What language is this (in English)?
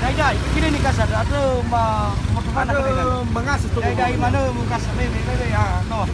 Nias